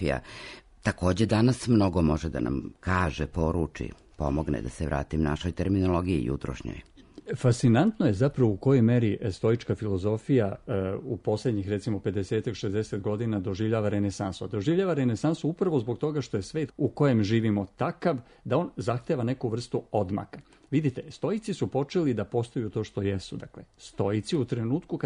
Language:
Serbian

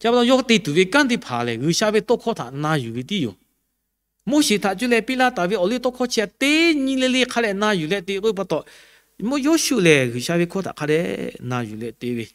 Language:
Lahu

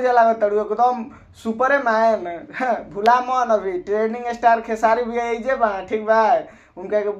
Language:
Bhojpuri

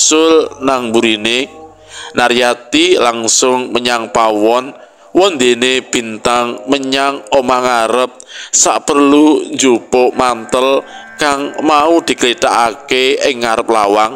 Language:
Javanese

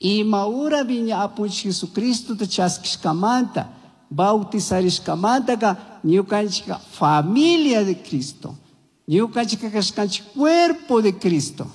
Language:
Chimborazo Highland Quichua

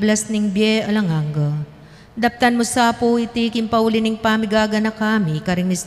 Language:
Pampanga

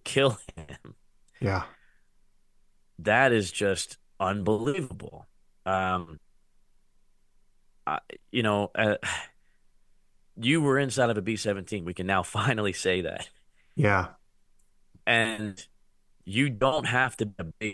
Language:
English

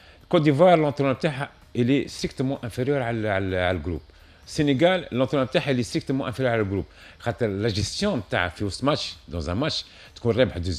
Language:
Tunisian Arabic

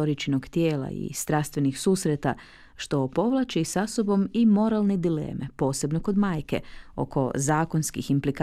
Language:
Croatian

